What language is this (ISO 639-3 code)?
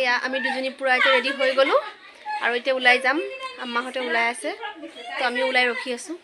asm